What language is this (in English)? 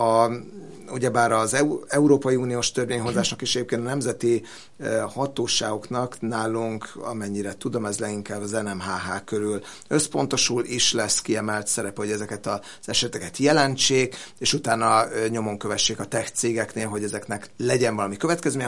Hungarian